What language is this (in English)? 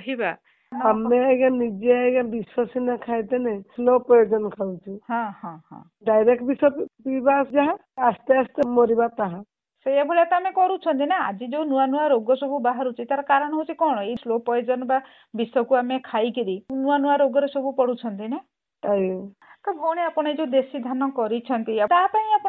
Odia